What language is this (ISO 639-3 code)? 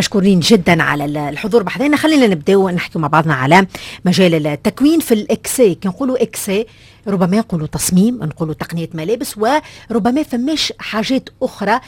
aeb